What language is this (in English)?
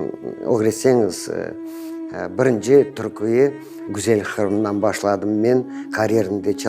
Crimean Tatar